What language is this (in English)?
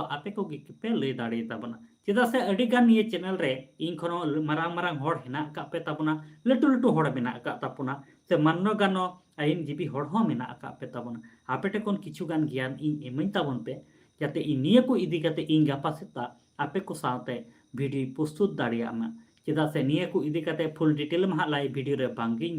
Santali